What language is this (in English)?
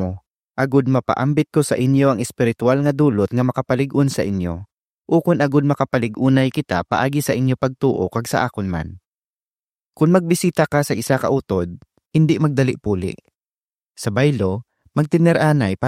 Hiligaynon